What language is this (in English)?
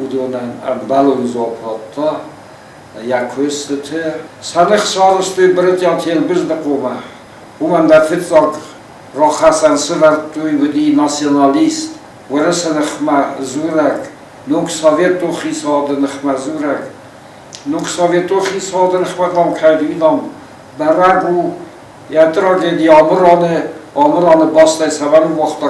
Ossetic